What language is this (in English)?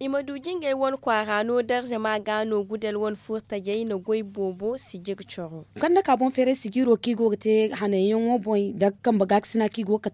Zarma